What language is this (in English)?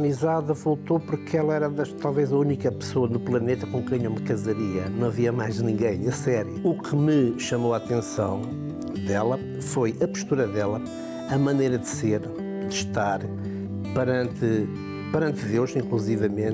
Portuguese